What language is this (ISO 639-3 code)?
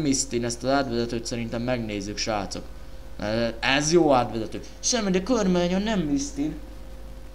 hun